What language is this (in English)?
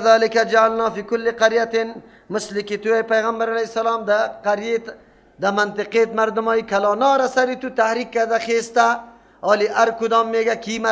Persian